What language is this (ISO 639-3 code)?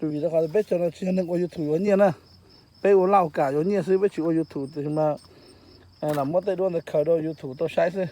hmn